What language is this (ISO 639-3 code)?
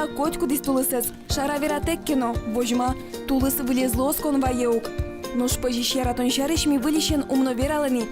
udm